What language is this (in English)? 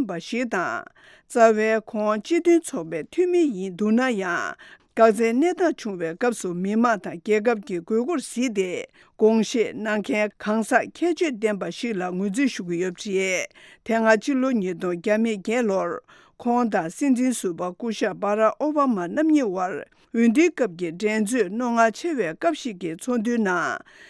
Tibetan